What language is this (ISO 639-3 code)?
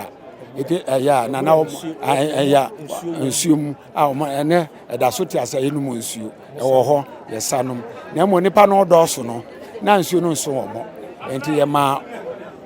aka